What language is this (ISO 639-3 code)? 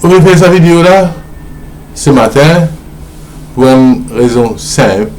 mfe